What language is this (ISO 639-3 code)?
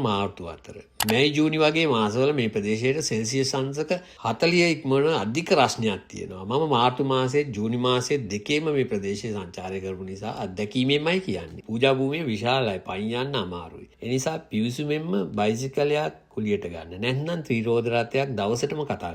sin